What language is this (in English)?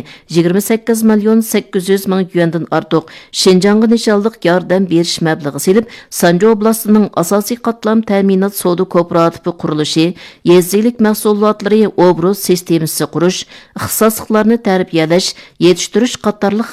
Uyghur